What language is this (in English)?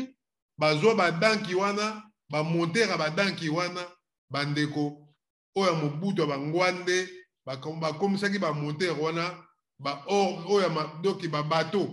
Lingala